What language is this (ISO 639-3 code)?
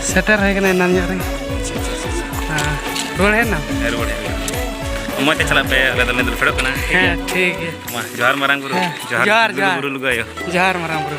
sat